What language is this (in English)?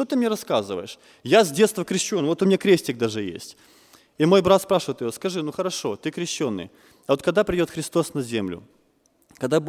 Russian